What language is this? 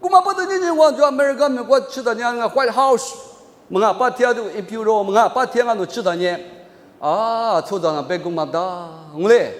Lisu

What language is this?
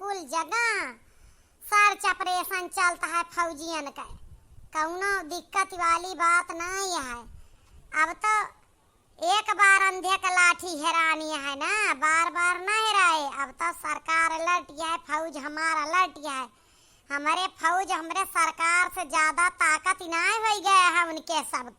Awadhi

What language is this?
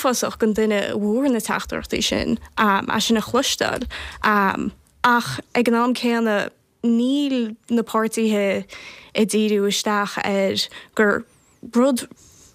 Irish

